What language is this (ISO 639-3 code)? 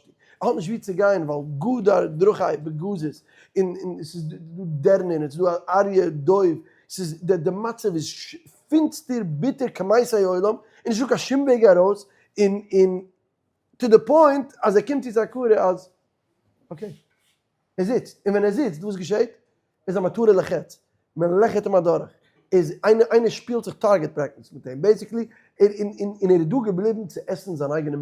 yid